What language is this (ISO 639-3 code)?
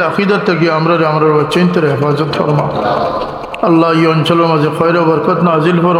syl